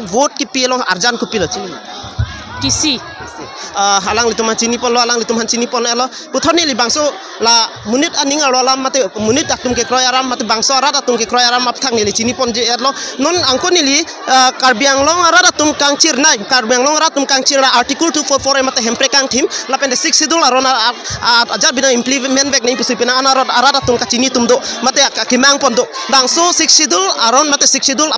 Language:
Karbi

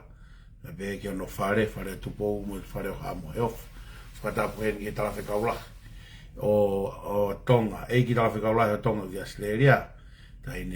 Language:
Tongan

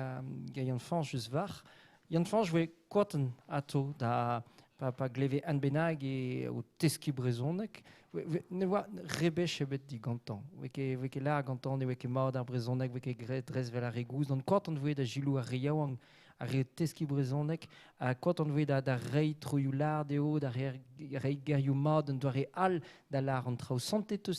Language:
Breton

